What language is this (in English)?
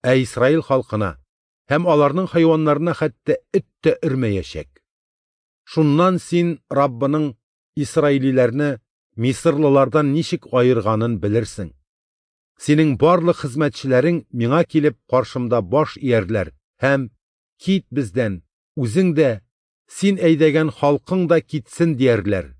Tatar